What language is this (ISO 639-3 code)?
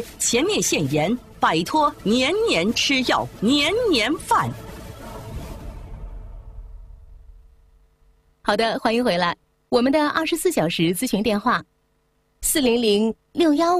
zho